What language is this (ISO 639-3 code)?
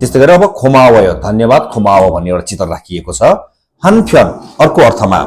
nep